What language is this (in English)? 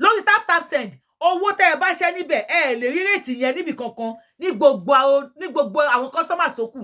Yoruba